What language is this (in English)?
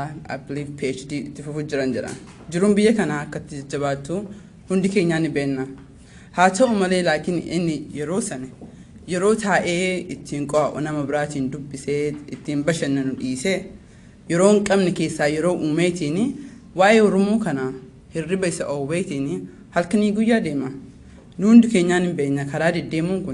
Oromo